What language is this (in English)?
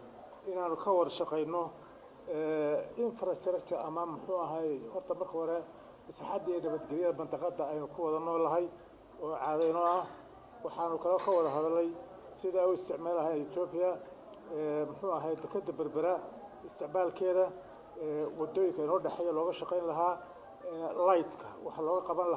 Somali